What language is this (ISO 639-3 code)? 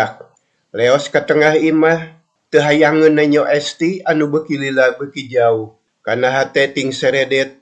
sun